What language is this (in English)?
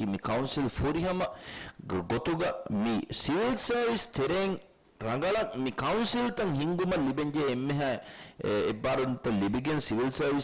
Divehi